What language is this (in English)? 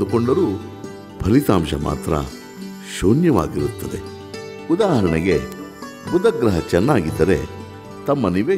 Kannada